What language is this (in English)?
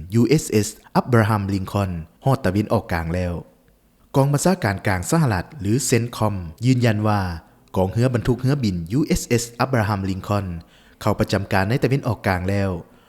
Lao